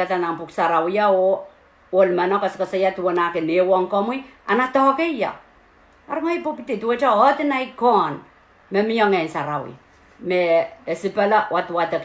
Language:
Pohnpeian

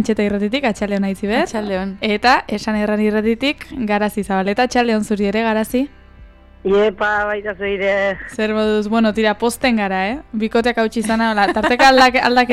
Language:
Basque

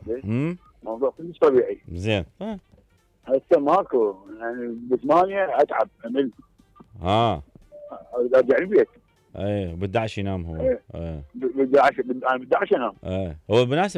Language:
Mesopotamian Arabic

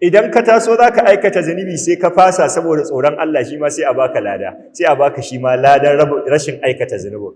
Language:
Hausa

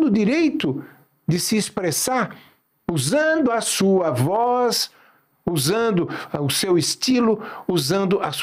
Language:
Portuguese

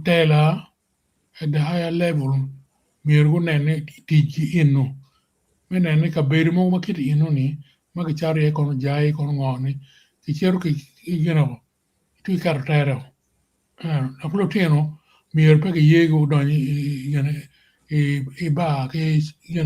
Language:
Acoli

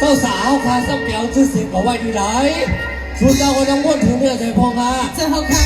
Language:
Shan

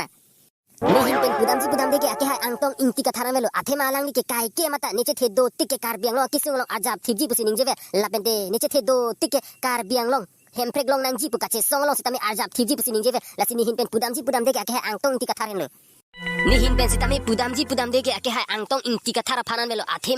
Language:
Karbi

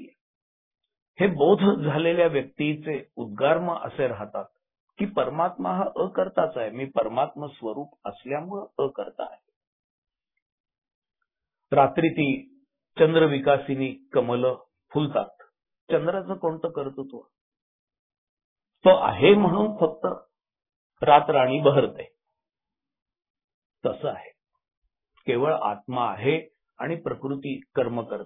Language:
Marathi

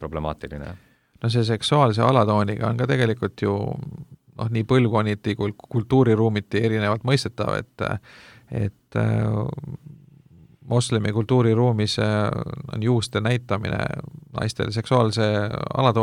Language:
Estonian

